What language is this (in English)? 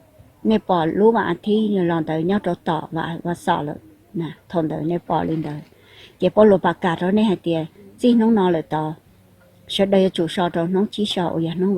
Hmong